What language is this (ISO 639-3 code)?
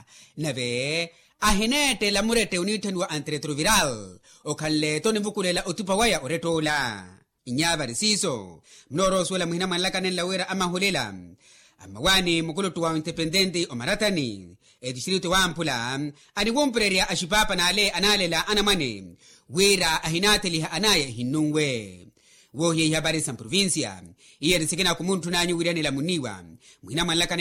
vmw